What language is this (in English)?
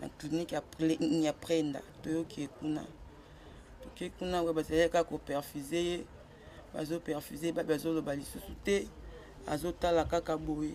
Lingala